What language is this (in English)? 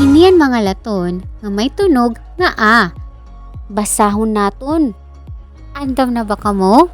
Waray